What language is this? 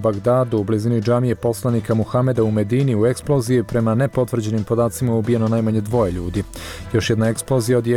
Bosnian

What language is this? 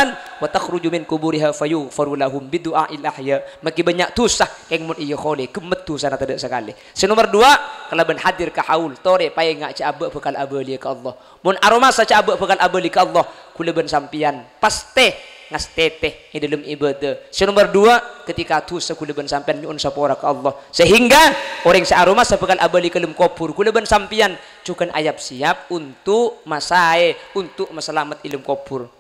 Madurese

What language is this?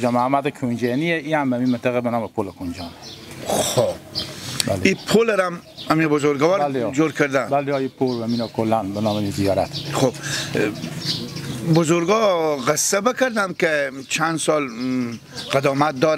Persian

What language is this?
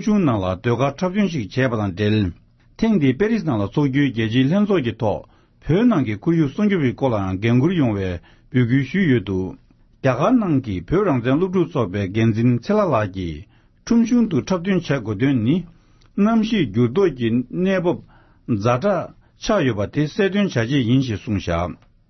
Tibetan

